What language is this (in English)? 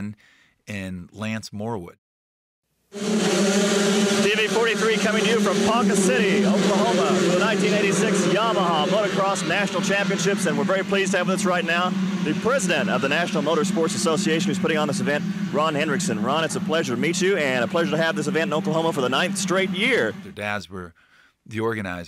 English